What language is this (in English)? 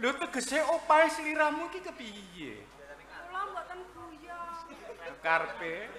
Javanese